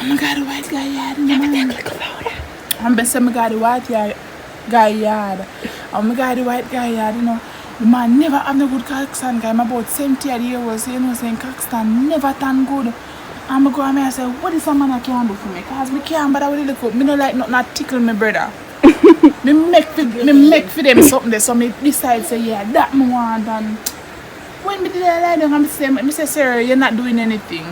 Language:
Jamaican Creole English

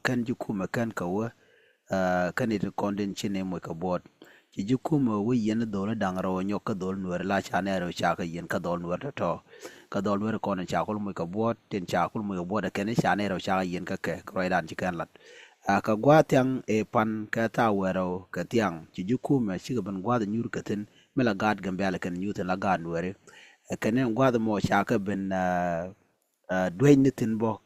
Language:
Nuer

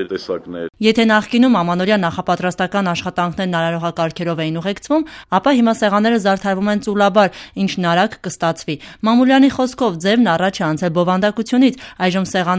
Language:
Armenian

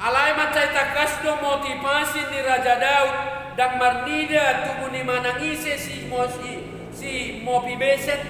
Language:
Batak Toba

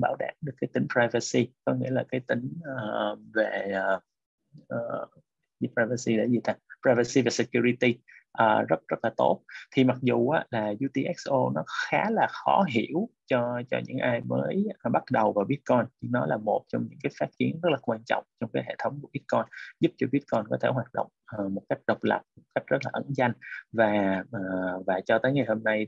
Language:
Vietnamese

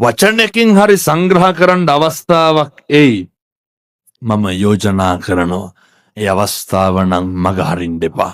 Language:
Sinhala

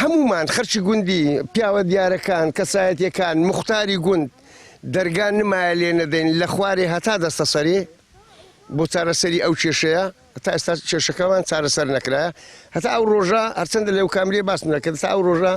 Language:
Central Kurdish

